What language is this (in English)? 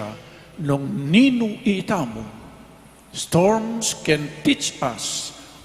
Pampanga